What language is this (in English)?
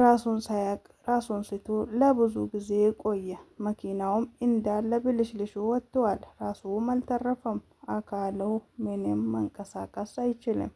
Amharic